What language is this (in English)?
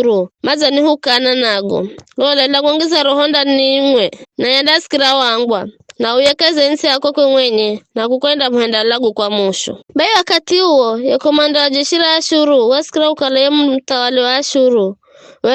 Giryama